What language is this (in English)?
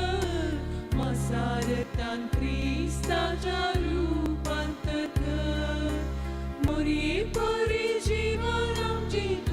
Konkani